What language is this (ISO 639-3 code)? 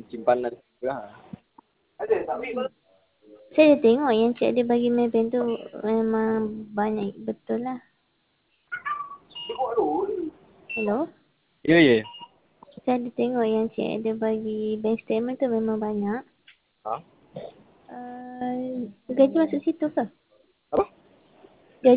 msa